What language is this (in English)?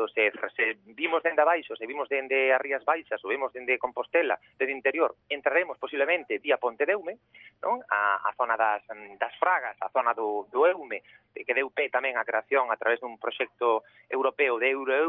Galician